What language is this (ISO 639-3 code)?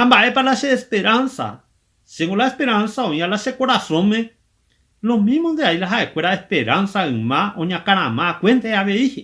grn